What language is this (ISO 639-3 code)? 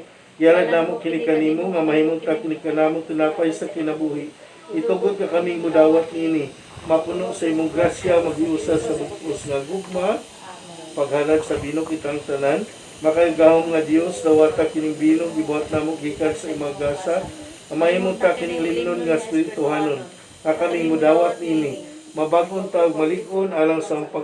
ceb